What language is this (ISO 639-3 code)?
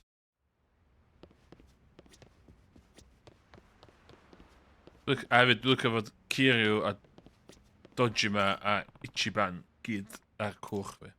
cym